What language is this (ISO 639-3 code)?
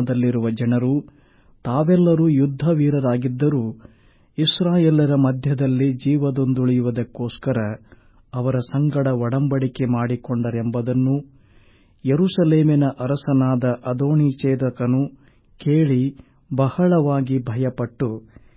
kan